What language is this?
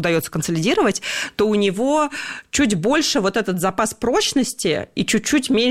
Russian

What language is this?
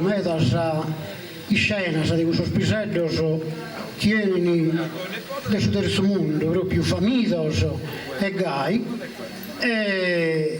Sardinian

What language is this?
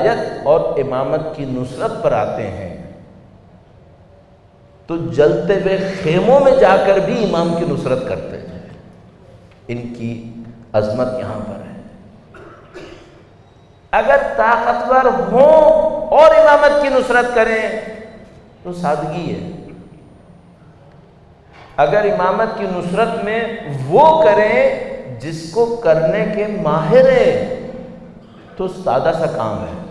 Urdu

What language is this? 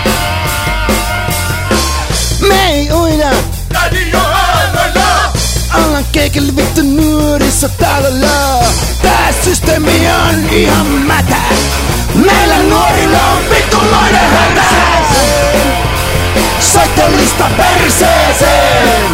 Finnish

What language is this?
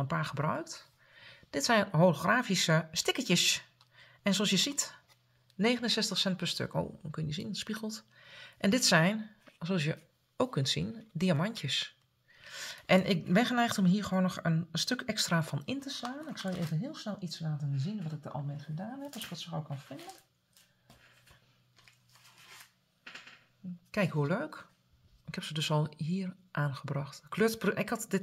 Dutch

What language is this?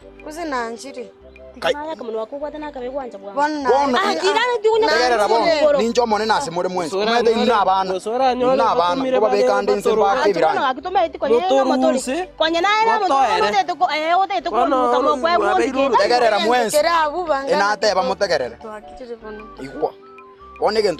Gusii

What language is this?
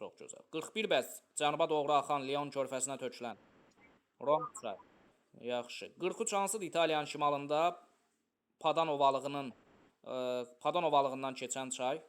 Azerbaijani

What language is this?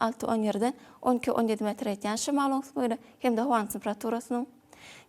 Turkmen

